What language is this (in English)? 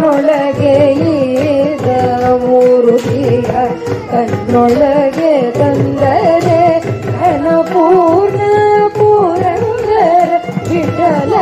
Kannada